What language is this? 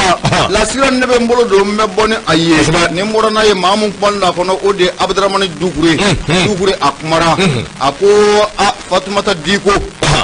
Bambara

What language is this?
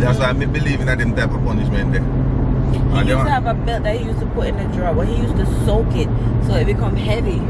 Jamaican Creole English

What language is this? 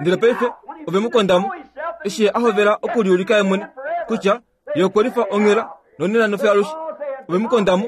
Kuanyama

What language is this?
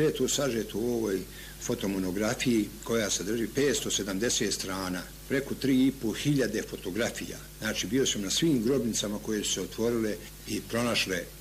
Bosnian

